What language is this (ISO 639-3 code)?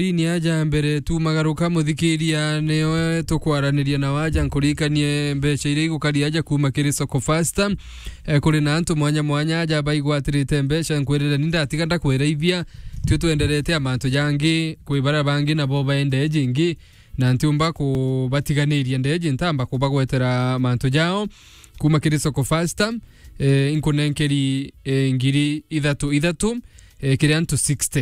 mer